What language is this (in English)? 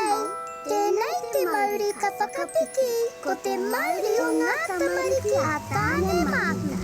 Māori